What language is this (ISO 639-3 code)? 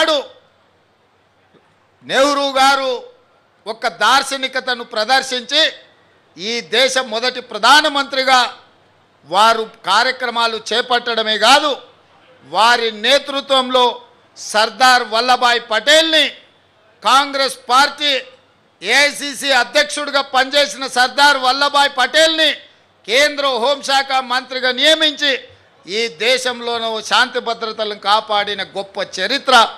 tel